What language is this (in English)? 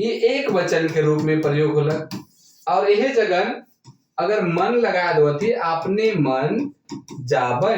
Sadri